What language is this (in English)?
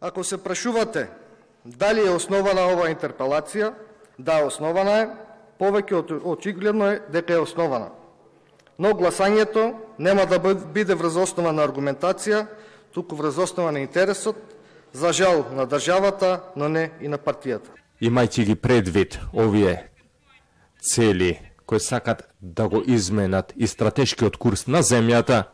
Macedonian